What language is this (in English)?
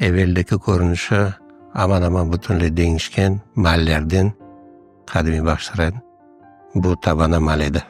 Crimean Tatar